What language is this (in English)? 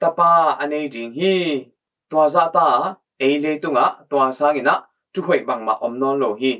Tedim Chin